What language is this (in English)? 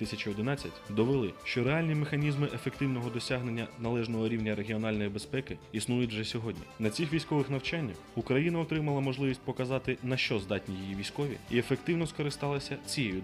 Ukrainian